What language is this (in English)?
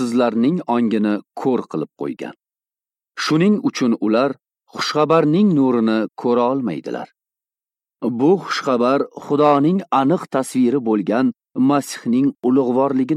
Uzbek